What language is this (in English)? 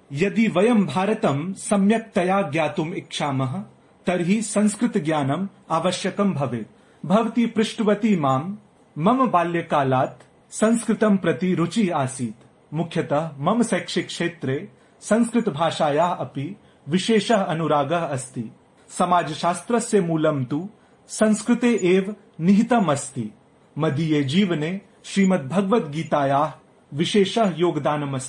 Sanskrit